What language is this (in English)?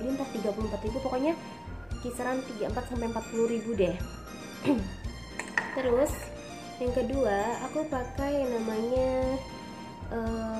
Indonesian